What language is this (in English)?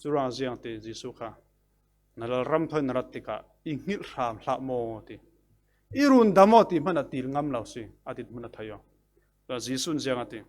Falam Chin